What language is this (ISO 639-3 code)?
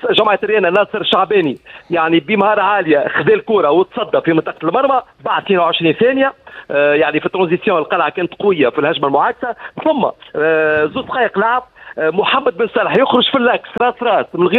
aeb